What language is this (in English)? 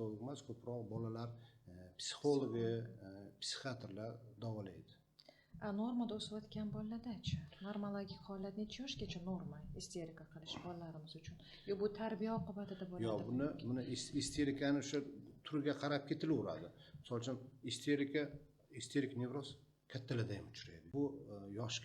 Uzbek